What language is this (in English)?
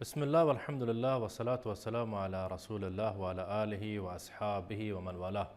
Baluchi